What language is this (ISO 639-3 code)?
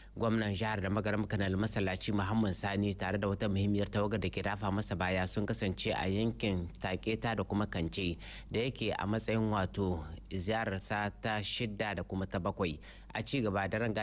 hau